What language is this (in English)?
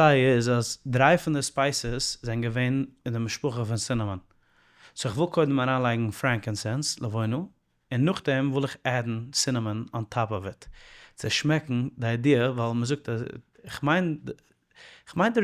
Yiddish